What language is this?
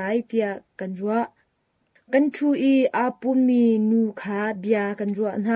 Hakha Chin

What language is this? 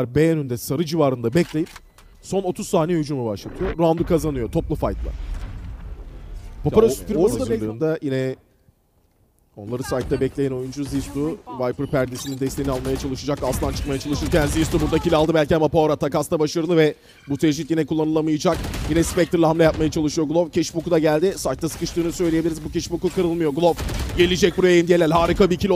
Turkish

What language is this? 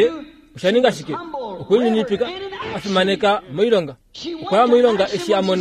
Kuanyama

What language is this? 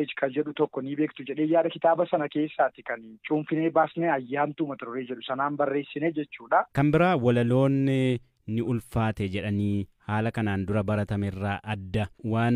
Oromo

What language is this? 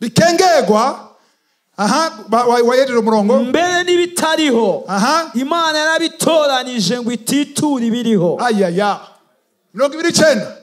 Rundi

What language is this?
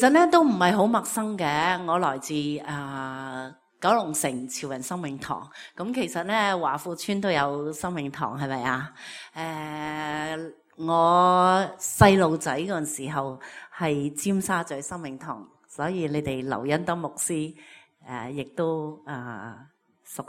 Cantonese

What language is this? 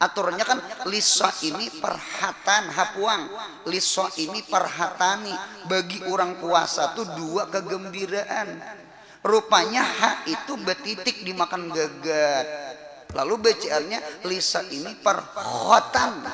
Banjar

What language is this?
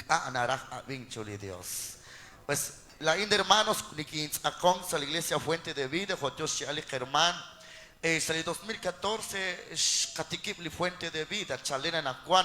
Kekchí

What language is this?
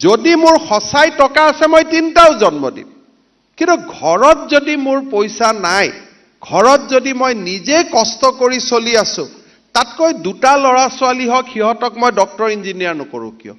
Assamese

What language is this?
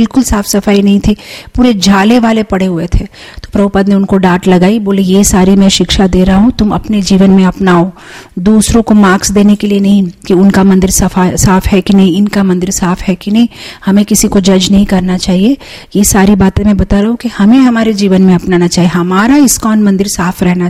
Hindi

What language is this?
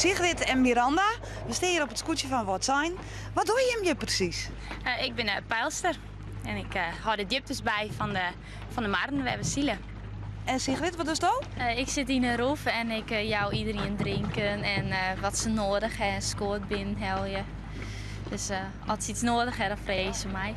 Western Frisian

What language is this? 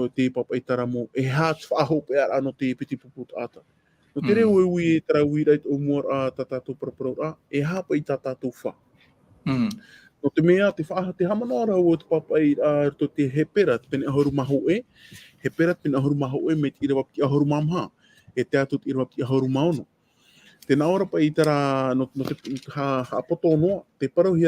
Tahitian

